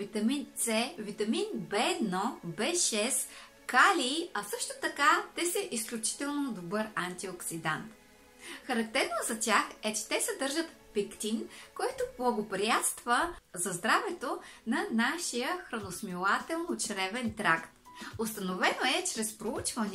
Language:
Bulgarian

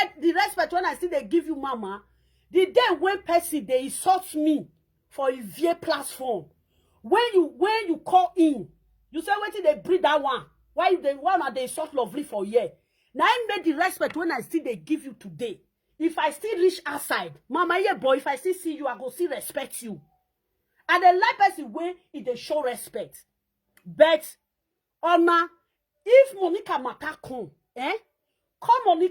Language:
Nigerian Pidgin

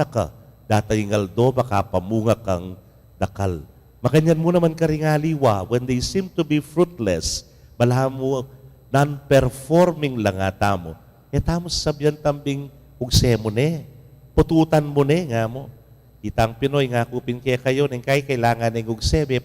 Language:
Pampanga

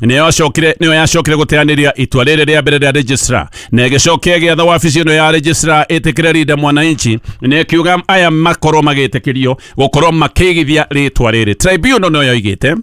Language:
Kikuyu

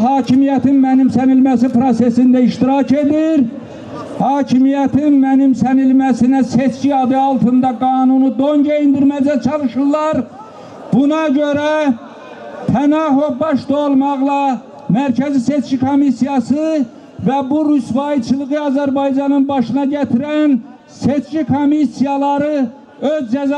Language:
Azerbaijani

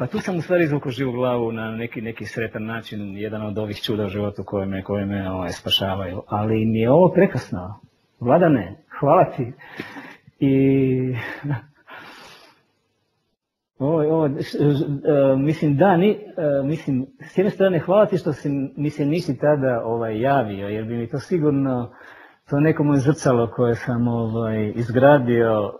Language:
Croatian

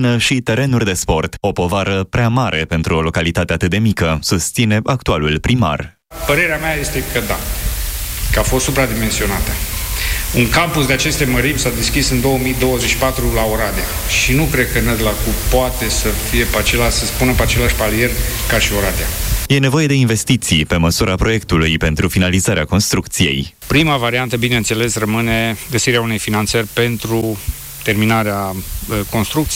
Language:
Romanian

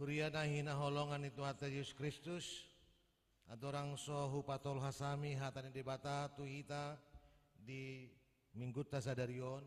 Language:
Batak Toba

